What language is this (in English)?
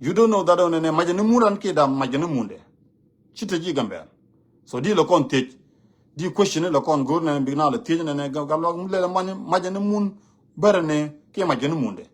Nuer